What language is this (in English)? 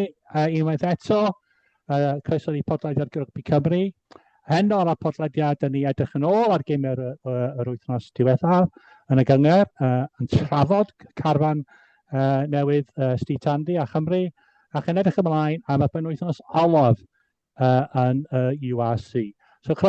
Welsh